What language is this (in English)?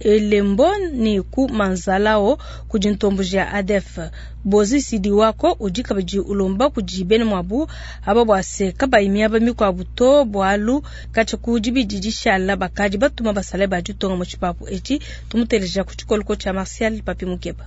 Luba-Lulua